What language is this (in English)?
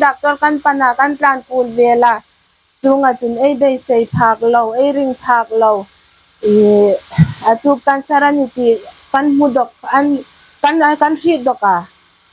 Hmar